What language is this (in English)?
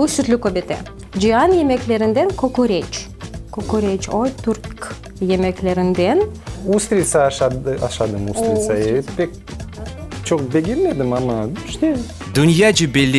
Crimean Tatar